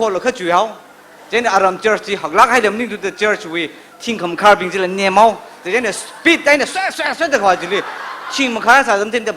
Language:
Tangkhul Naga (India)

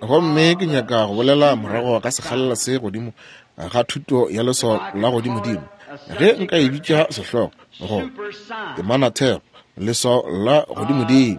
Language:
Northern Sotho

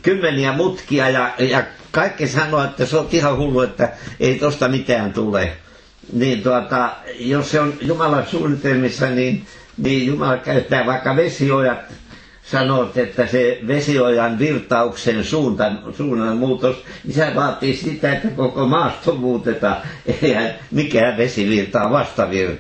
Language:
Finnish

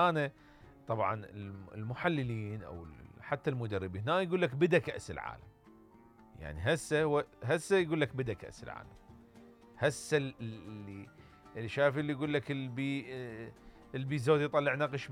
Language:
Mesopotamian Arabic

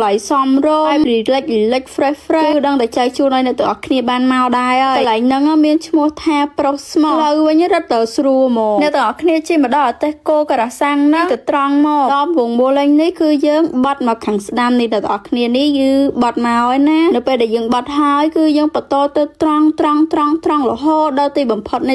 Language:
Khmer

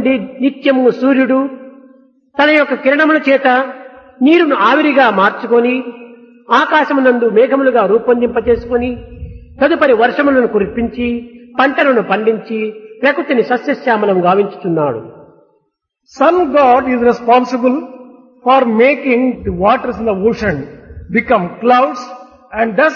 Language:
Telugu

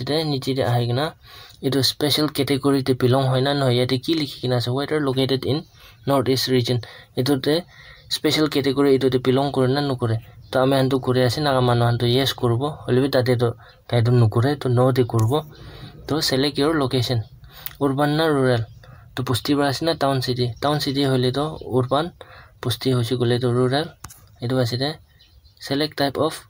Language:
Naga Pidgin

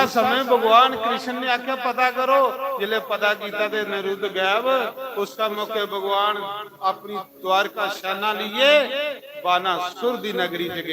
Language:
Dogri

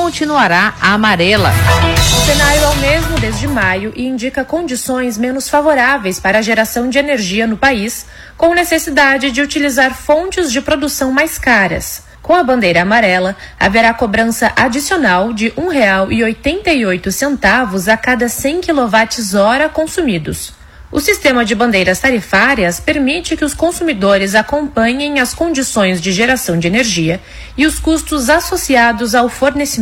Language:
Portuguese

